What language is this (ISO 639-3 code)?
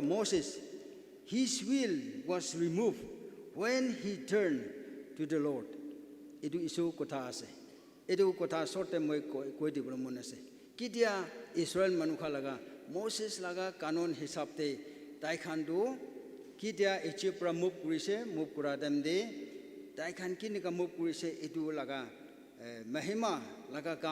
nag